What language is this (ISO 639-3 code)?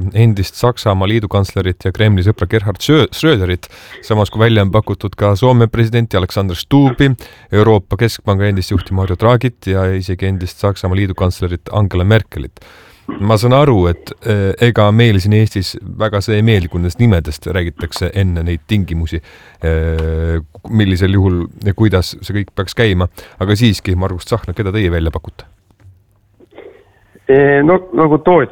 est